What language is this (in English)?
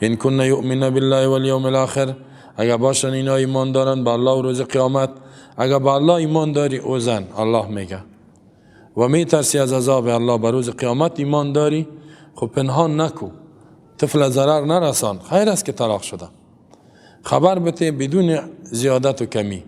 Persian